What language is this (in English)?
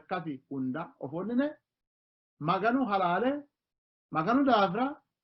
Sidamo